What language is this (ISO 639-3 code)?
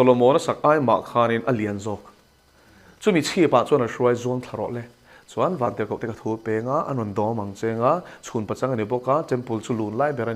lus